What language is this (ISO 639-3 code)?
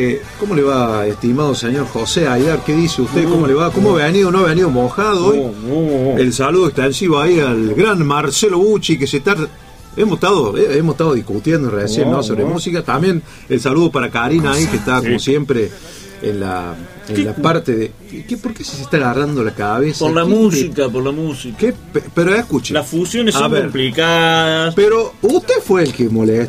spa